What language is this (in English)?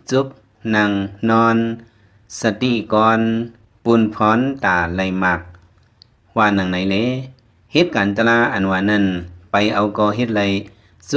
Lao